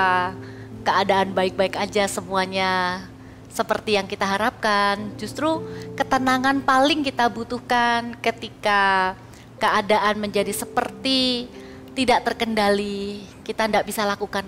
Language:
Indonesian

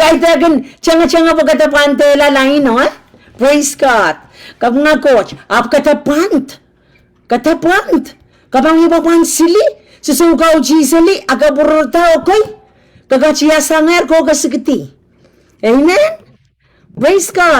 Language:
Pohnpeian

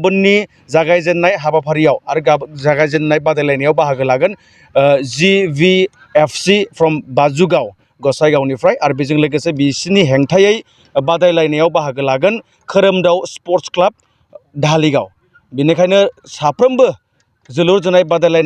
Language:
Bodo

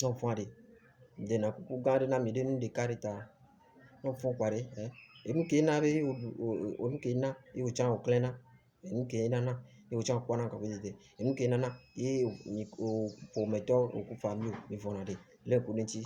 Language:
Ewe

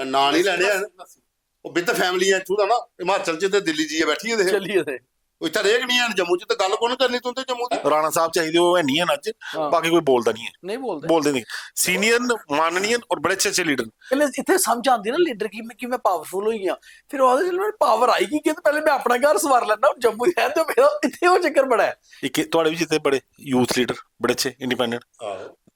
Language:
Dogri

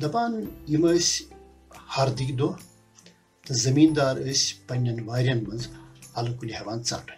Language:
Kashmiri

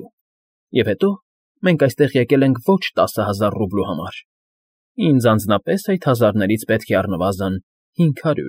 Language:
Armenian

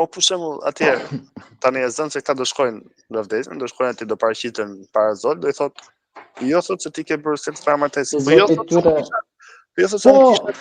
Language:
Albanian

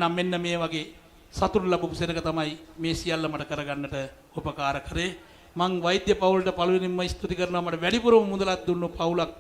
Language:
Sinhala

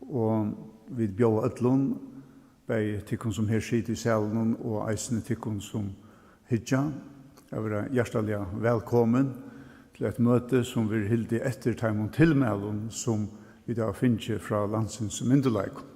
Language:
Faroese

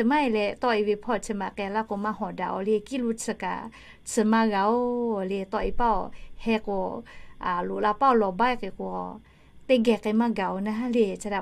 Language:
Lahu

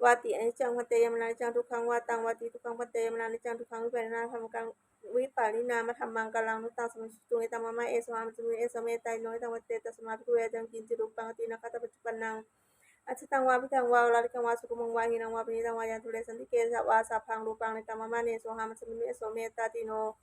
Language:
Pali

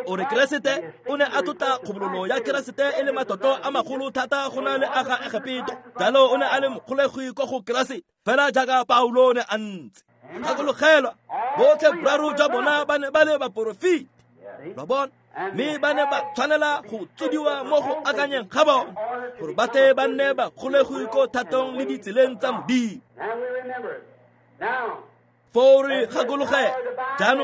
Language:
Tswana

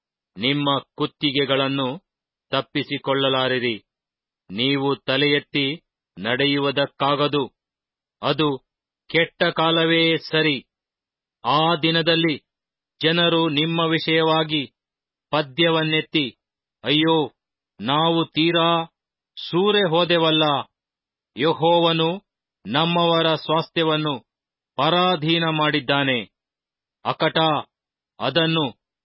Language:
Kannada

